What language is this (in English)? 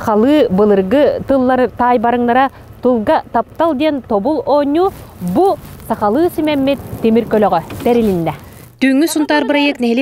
Yakut